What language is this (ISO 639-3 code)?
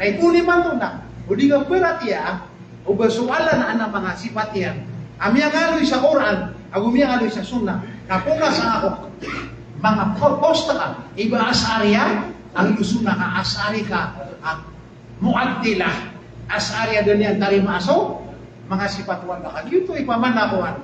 mrw